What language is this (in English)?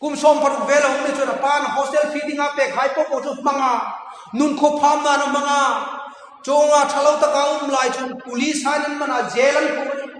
Hmar